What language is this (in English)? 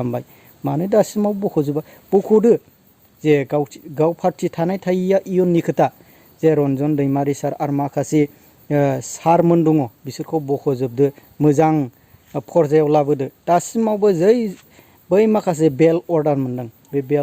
Bodo